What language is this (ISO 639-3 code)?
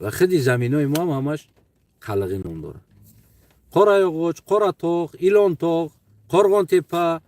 tgk